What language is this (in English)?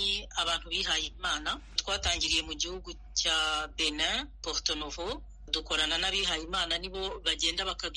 Kinyarwanda